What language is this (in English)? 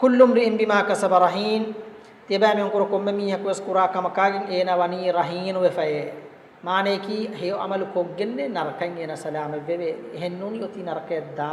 Divehi